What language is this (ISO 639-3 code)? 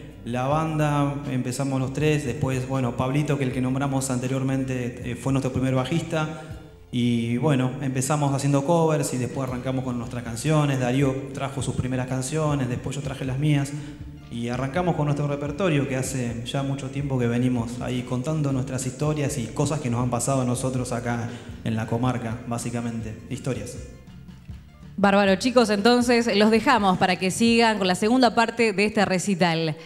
spa